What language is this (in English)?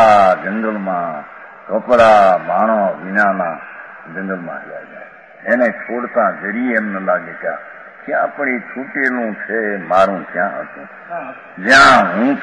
Gujarati